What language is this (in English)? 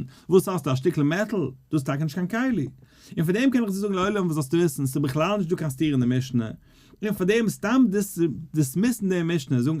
Yiddish